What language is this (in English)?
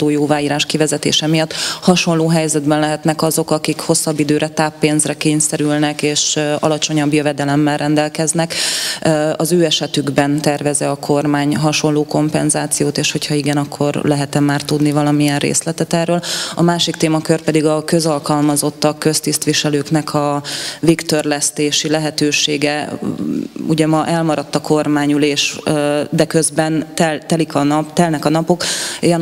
Hungarian